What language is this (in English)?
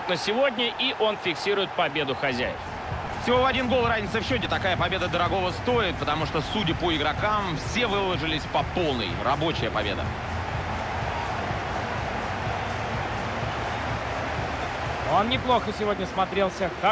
Russian